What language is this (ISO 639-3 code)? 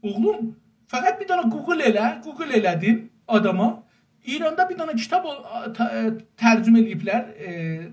azb